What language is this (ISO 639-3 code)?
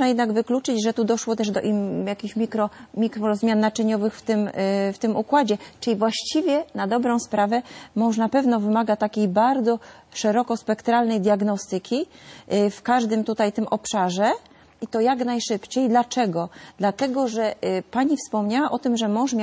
pol